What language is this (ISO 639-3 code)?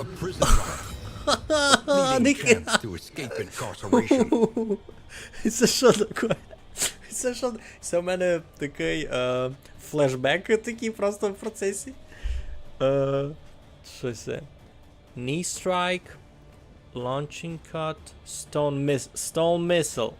rue